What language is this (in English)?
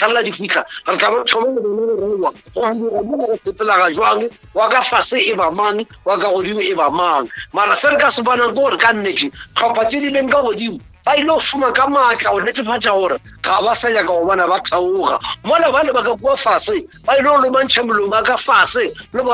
Northern Sotho